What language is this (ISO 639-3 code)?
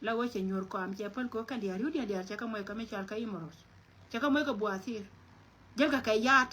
nus